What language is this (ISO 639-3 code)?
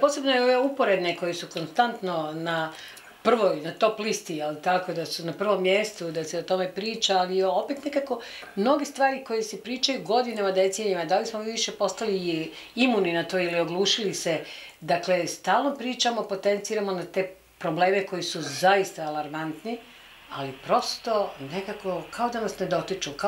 bos